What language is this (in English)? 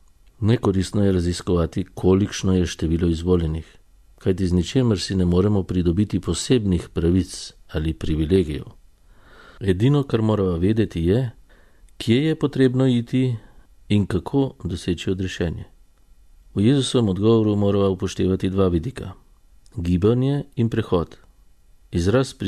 Slovenian